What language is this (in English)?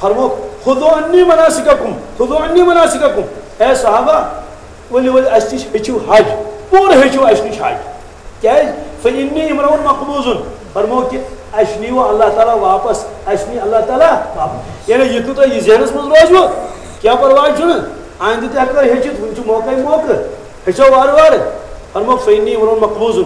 Kashmiri